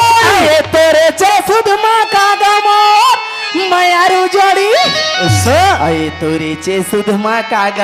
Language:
Chhattisgarhi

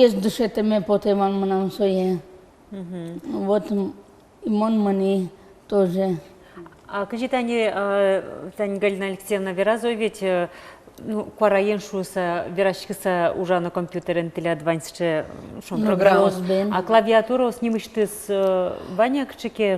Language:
Udmurt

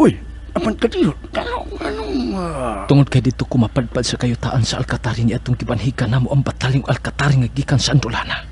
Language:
Cebuano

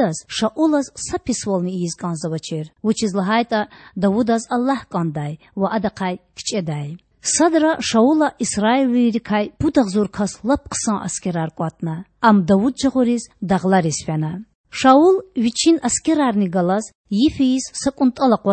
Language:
Lezghian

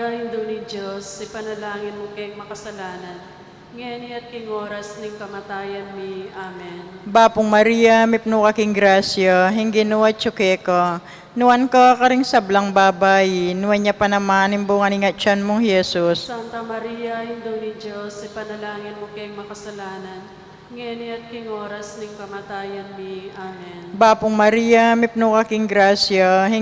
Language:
Pampanga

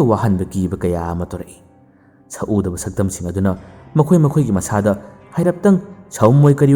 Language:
Manipuri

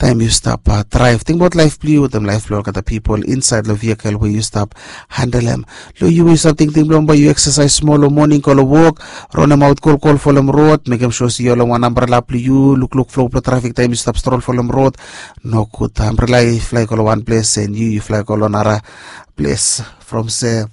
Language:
Bislama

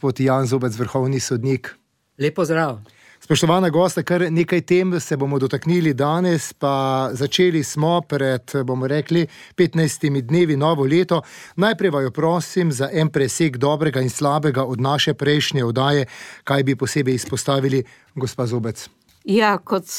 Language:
Slovenian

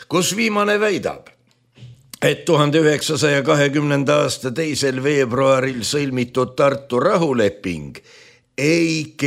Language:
Estonian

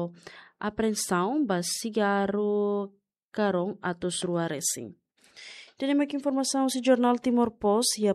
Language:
Tetum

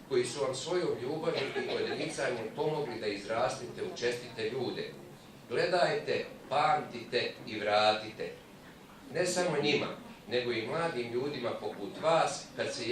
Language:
Bosnian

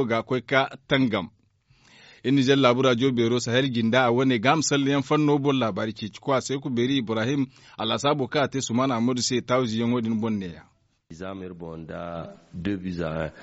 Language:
Zarma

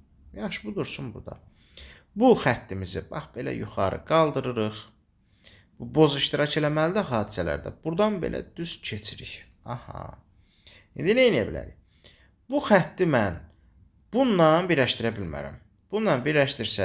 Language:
Azerbaijani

